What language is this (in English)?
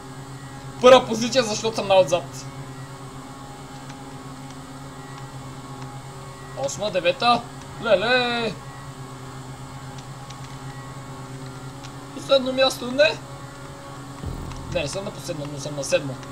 Bulgarian